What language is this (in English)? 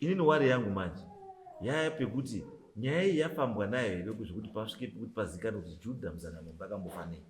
Shona